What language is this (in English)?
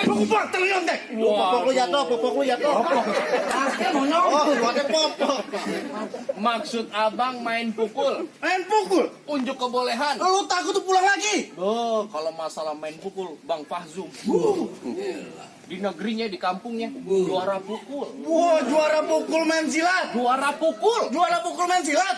Betawi